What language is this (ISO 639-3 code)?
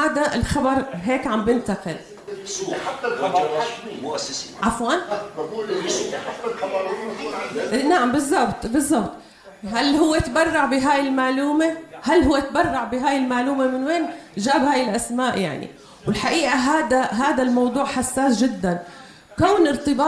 apc